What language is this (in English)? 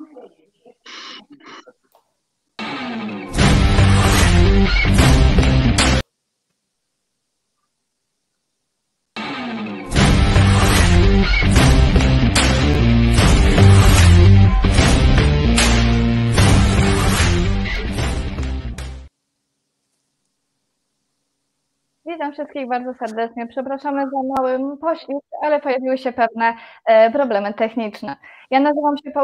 Polish